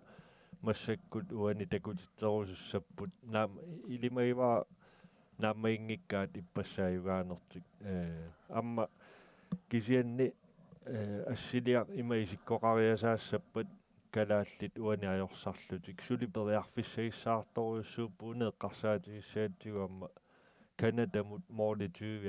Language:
Kalaallisut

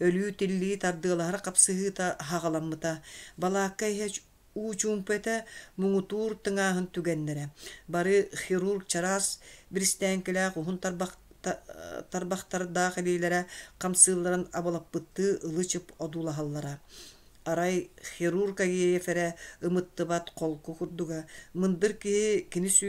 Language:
Yakut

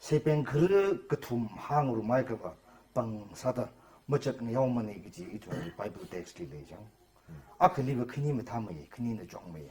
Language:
Tangkhul Naga (India)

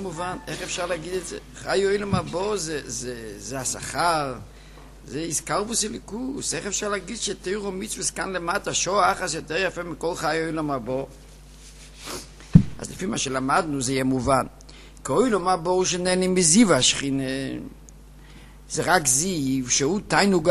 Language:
Hebrew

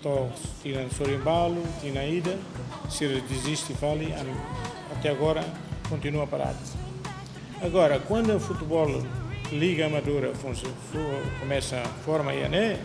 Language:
Tetum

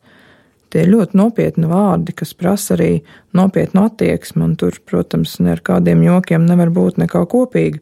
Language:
Latvian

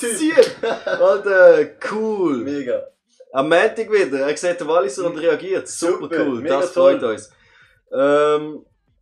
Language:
Swiss German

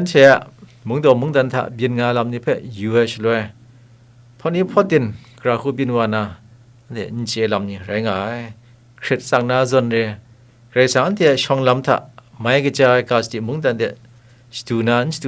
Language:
Kachin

